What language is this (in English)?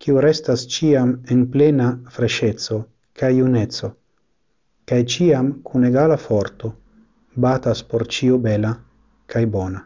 Esperanto